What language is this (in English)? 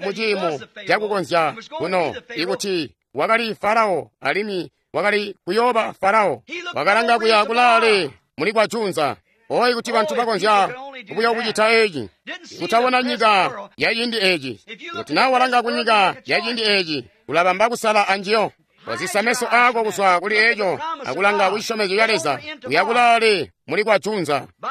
Tonga (Zambia)